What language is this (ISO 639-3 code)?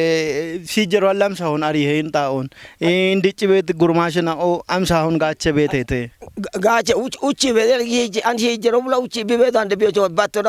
kbr